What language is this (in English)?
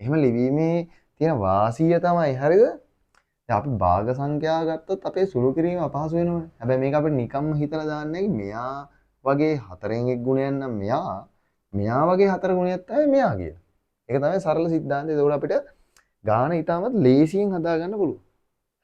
Sinhala